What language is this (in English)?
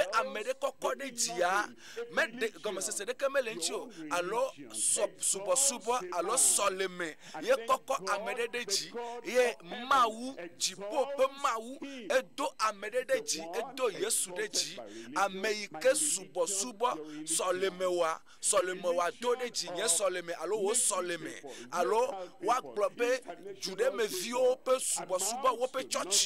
Ewe